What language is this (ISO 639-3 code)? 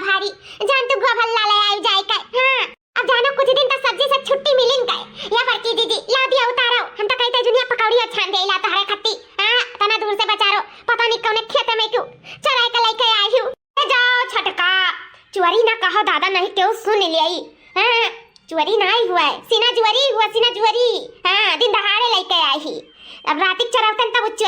awa